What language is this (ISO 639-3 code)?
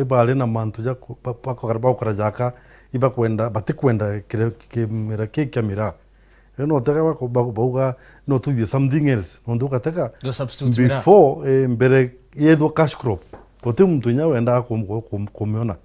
mer